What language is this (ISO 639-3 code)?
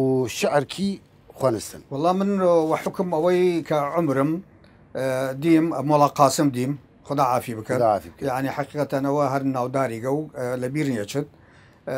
sdh